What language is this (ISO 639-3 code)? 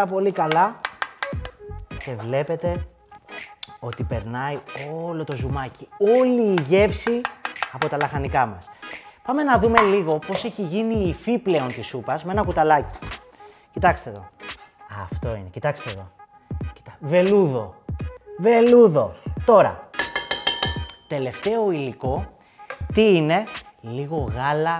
ell